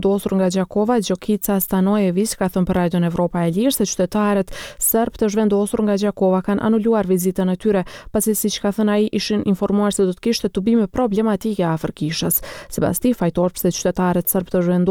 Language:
Albanian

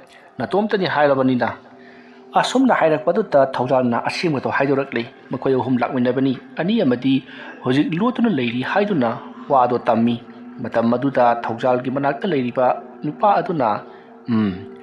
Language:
Manipuri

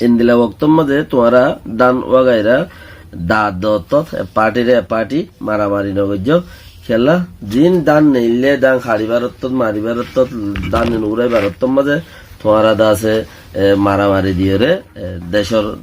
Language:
Rohingya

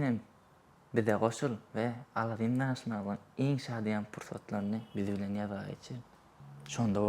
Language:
Turkmen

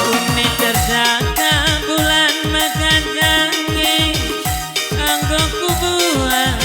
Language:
Batak Karo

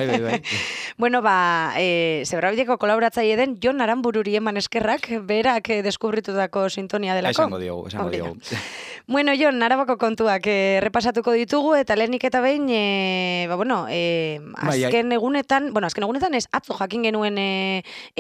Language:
Basque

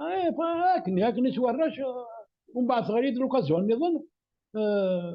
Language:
Kabyle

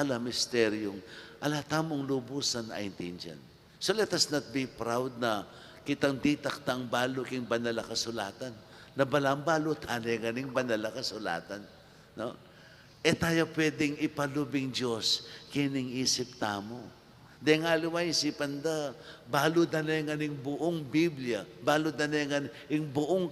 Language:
Pampanga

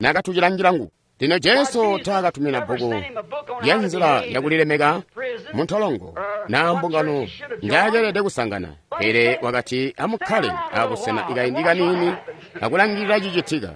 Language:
Tonga (Zambia)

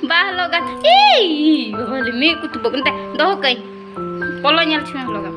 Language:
Santali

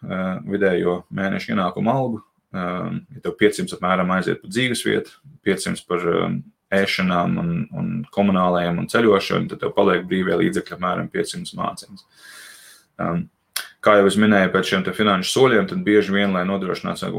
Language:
Latvian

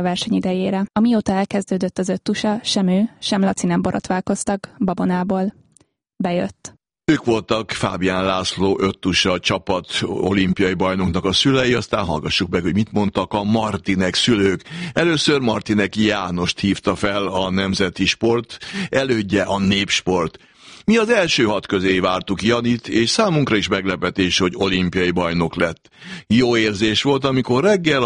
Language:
Hungarian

